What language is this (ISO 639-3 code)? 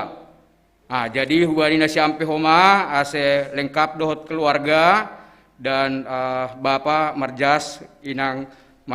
bts